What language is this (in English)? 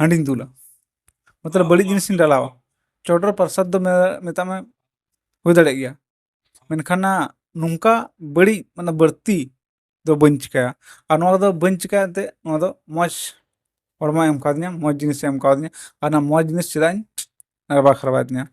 Santali